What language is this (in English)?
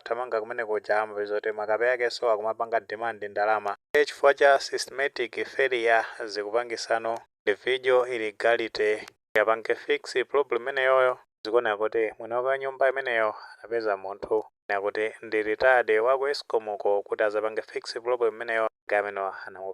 Nyanja